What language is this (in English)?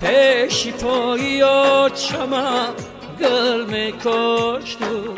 Tajik